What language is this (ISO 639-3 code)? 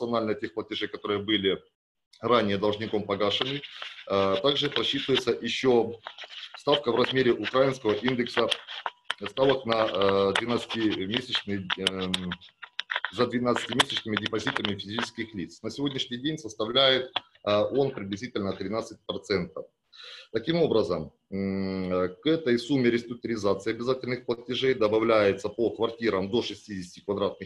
rus